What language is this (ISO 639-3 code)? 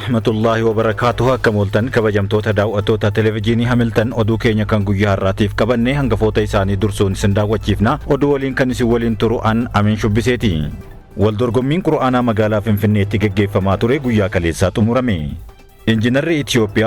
orm